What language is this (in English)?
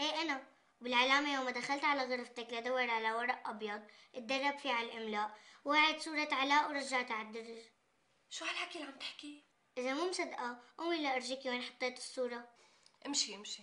North Levantine Arabic